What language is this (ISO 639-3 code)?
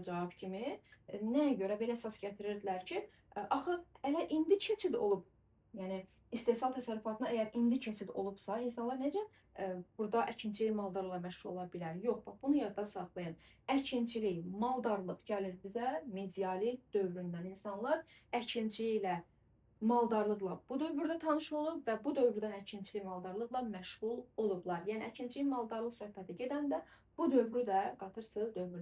aze